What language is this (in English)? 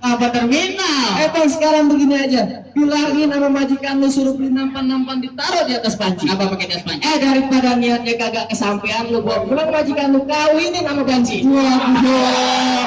Betawi